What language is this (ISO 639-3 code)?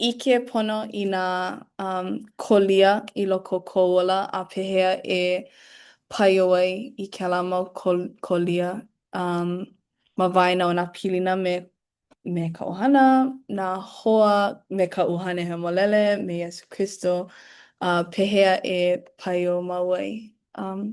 haw